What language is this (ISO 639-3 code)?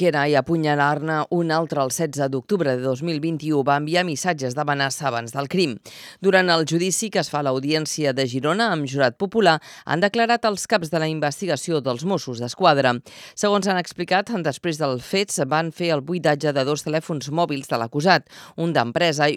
cat